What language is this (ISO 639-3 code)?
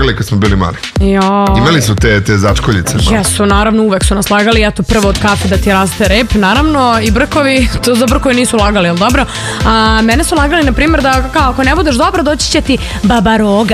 srp